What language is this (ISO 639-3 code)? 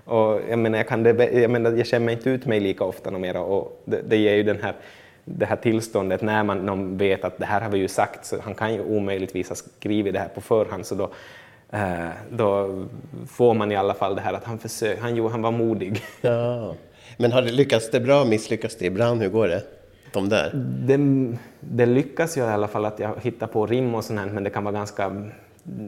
swe